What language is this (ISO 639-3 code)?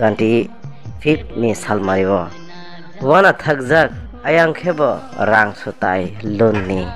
trp